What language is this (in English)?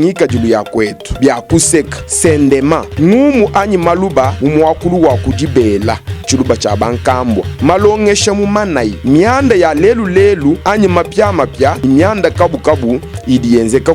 Luba-Lulua